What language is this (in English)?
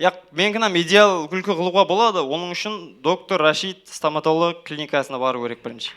Kara-Kalpak